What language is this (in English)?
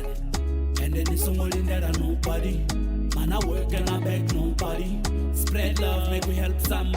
Venda